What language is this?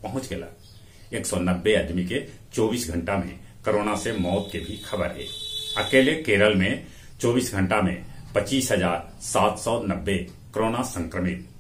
Magahi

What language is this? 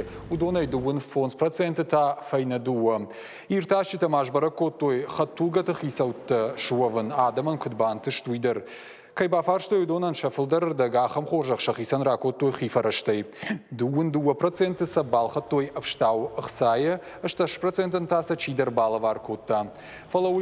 Ossetic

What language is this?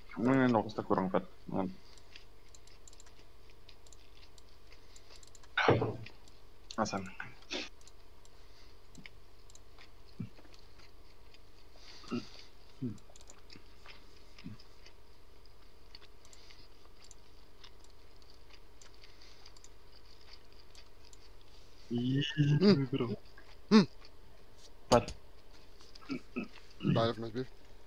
Afrikaans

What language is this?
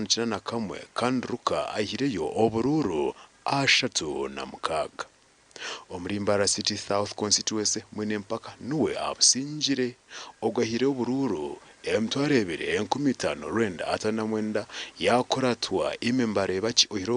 Nyankole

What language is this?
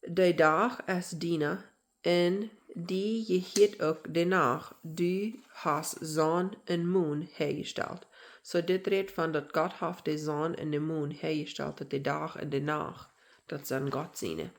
Plautdietsch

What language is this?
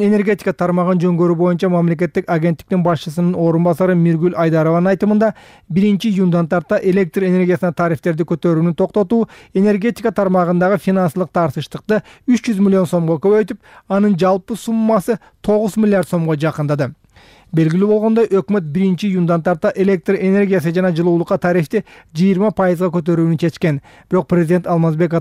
Kyrgyz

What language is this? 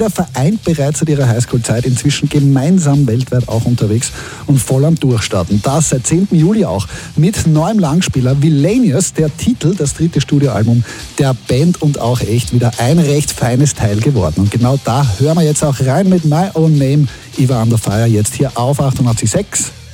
German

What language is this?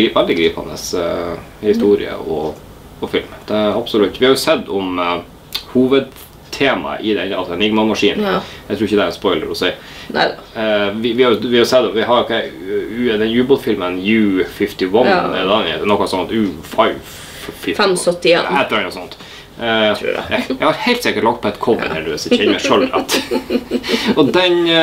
Norwegian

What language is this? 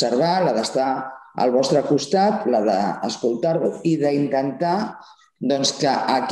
Catalan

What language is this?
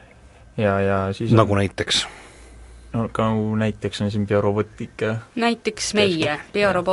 Estonian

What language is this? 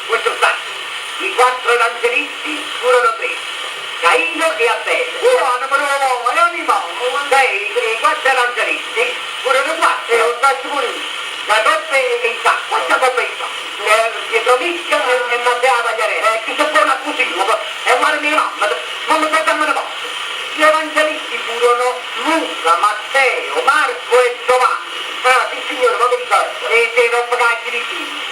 Neapolitan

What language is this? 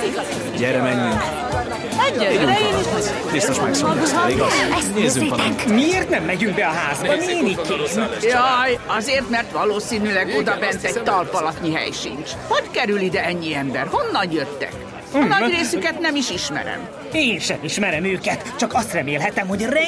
Hungarian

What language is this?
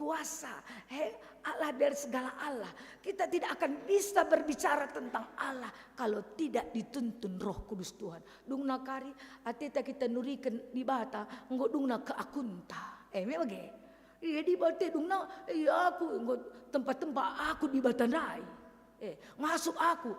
Batak Karo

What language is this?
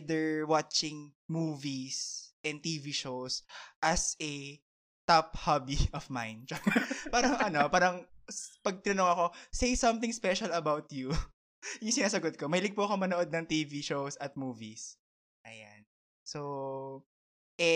Filipino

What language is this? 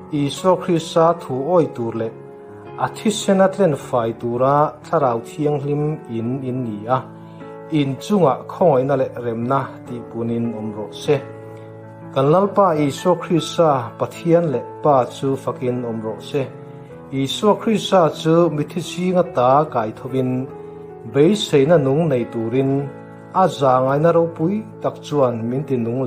Mizo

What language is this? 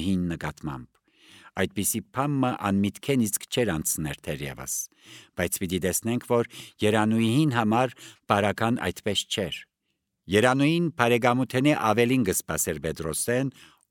Armenian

